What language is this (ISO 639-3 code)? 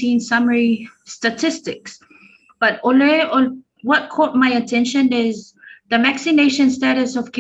smo